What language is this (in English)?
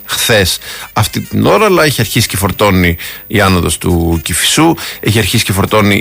Greek